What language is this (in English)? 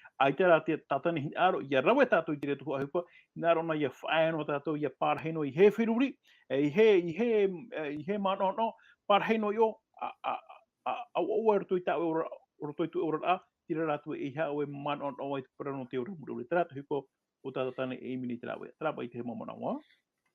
Tahitian